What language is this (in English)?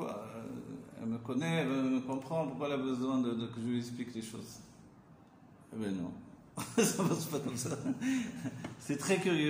French